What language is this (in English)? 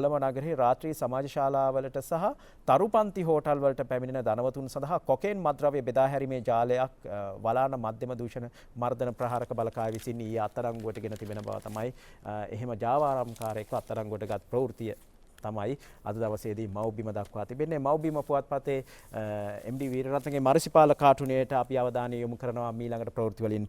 Sinhala